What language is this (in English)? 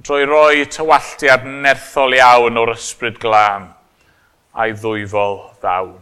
Welsh